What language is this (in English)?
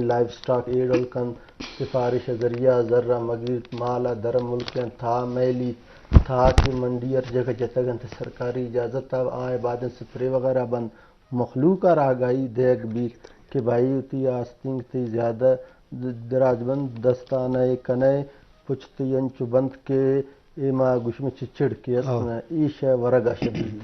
Eastern Balochi